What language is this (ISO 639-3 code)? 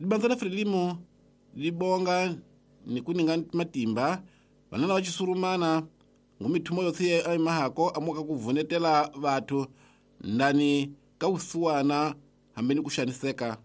tso